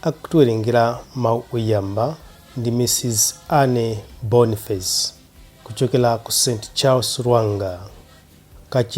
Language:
Nyanja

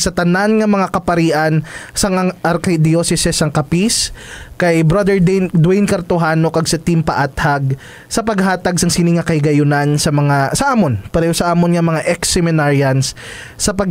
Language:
Hiligaynon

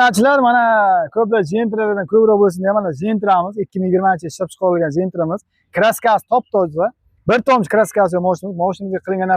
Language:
Uzbek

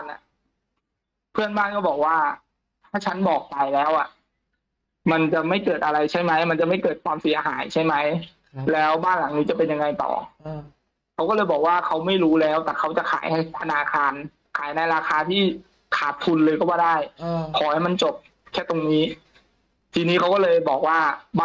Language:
Thai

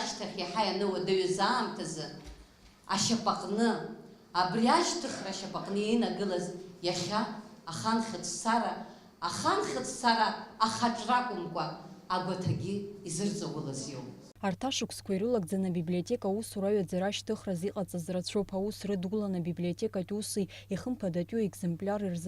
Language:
Abkhazian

